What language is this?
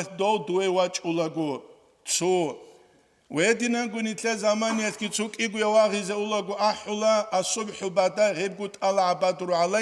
Avaric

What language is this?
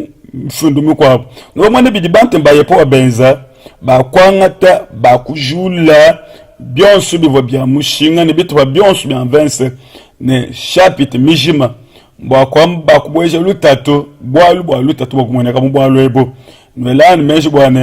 Luba-Lulua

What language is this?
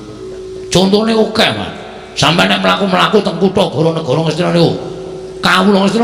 Javanese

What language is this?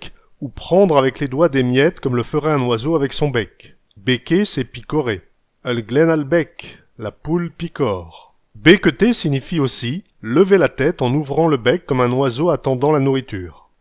Picard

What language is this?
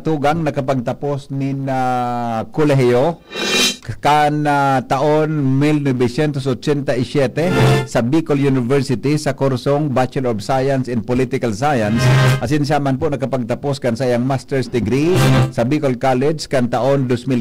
Bikol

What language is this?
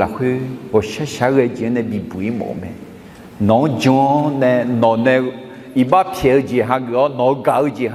Akha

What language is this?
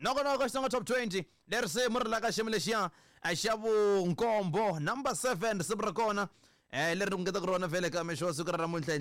Tsonga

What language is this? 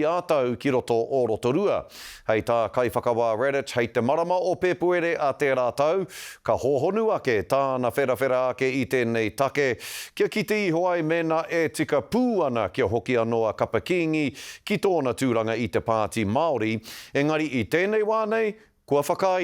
Māori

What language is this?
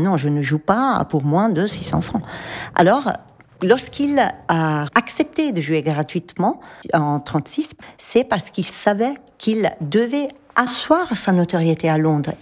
French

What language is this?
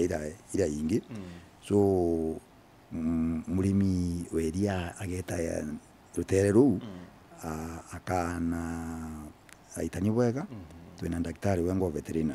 Meru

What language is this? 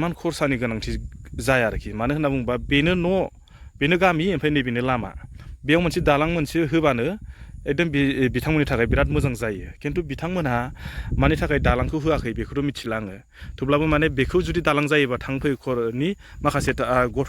Bodo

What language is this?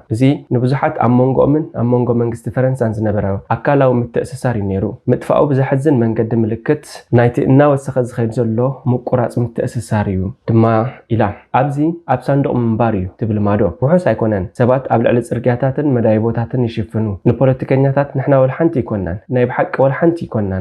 Tigrinya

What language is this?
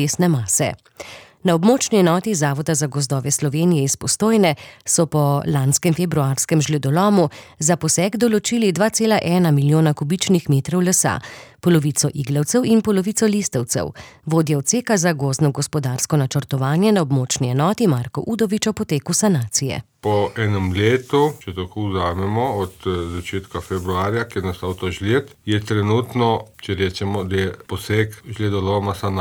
Slovenian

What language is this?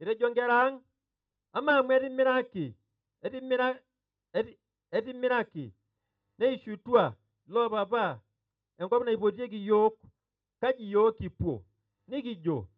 Masai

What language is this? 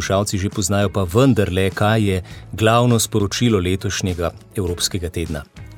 Slovenian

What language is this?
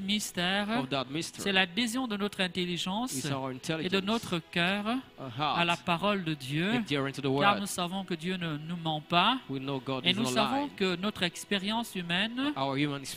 French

